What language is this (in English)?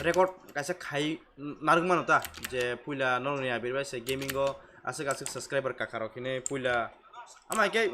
Kok Borok